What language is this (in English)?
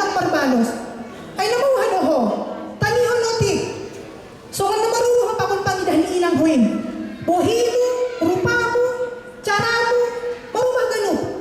Batak Simalungun